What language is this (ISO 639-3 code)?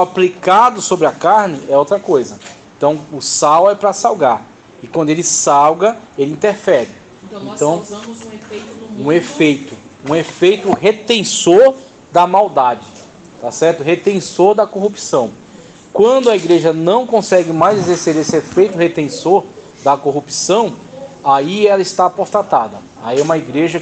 por